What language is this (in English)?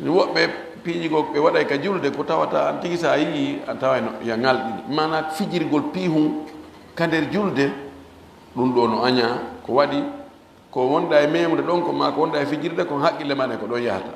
Fula